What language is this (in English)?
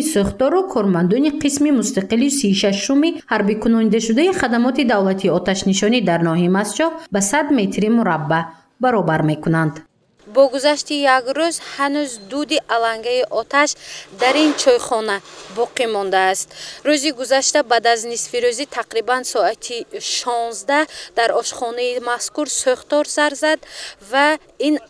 Tajik